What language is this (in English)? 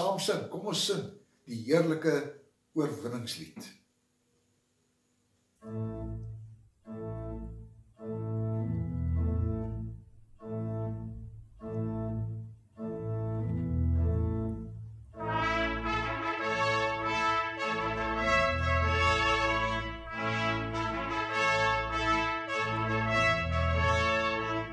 Afrikaans